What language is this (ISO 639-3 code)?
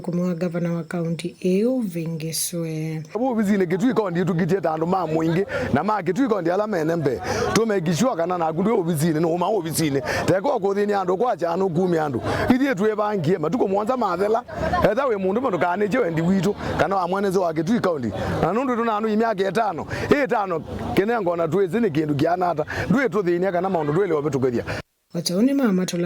kam